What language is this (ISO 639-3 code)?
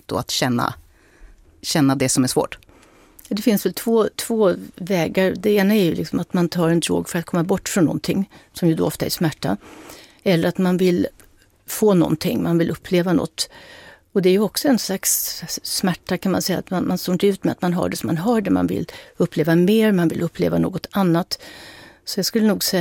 swe